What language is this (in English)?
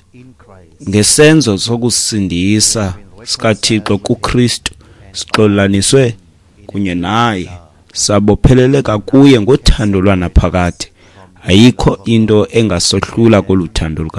Xhosa